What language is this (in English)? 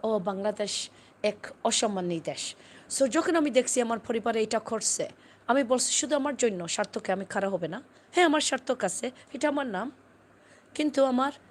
Sylheti